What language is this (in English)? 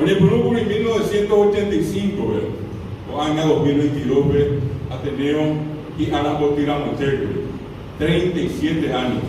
Guarani